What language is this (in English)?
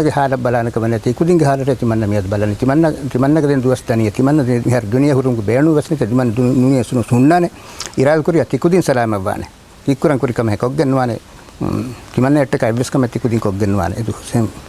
Divehi